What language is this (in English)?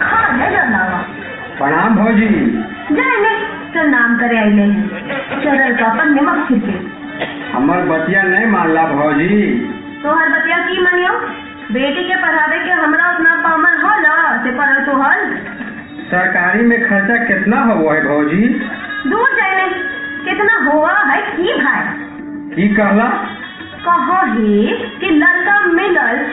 Magahi